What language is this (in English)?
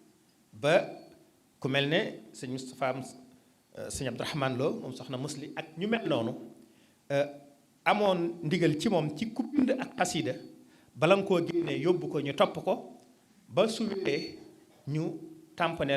Wolof